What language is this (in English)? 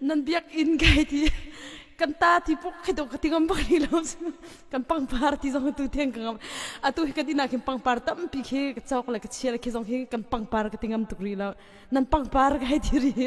Hakha Chin